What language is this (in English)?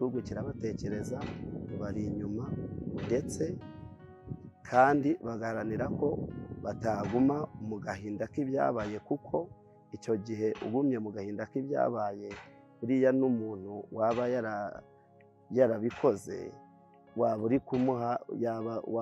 Kinyarwanda